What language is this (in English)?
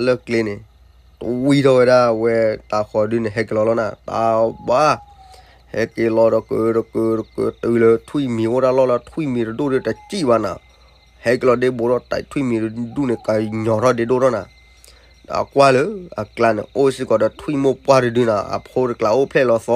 S'gaw Karen